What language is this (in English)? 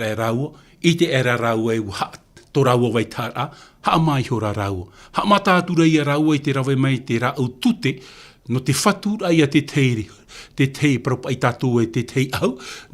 Tahitian